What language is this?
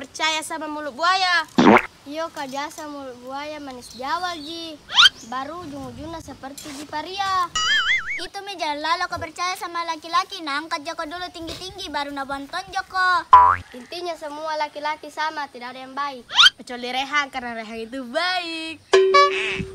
Makassar Malay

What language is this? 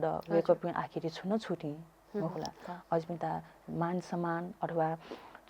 Newari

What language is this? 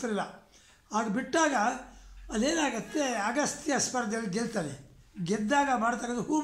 Kannada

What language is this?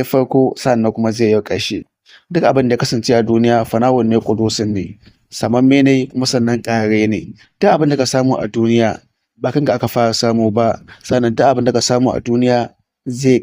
Hausa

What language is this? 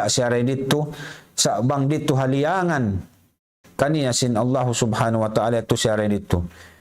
Tausug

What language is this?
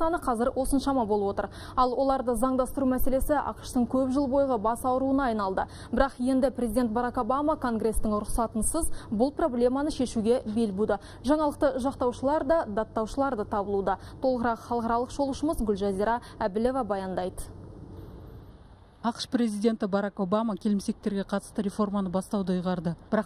Kazakh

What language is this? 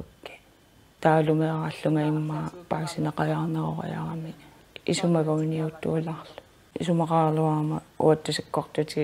Kalaallisut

